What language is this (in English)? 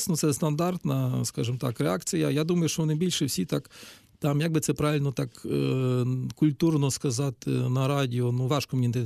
Ukrainian